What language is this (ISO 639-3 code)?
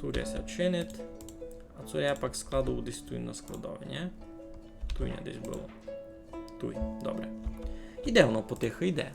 rue